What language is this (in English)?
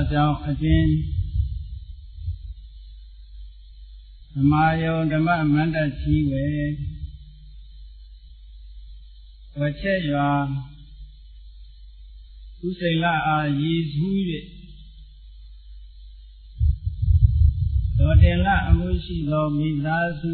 Burmese